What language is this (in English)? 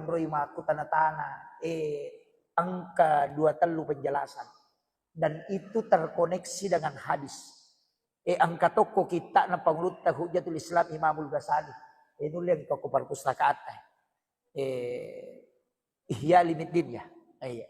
Buginese